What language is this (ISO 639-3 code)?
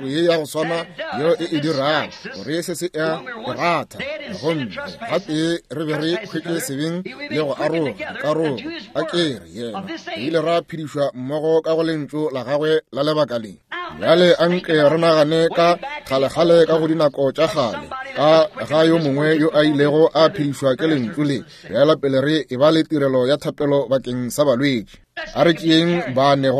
nso